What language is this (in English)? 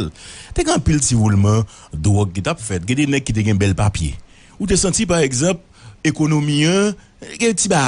Haitian Creole